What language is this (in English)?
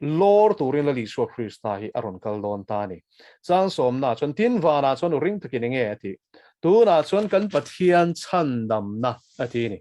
Mizo